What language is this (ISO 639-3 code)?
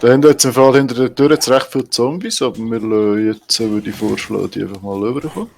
gsw